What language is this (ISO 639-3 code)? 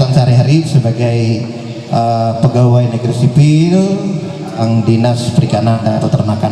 mhy